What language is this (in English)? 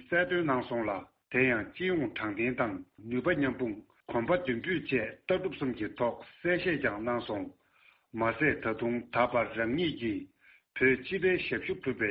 Tibetan